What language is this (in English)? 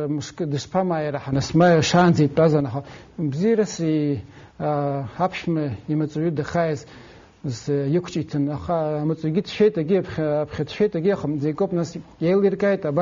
Abkhazian